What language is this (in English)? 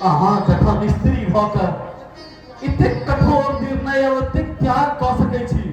Maithili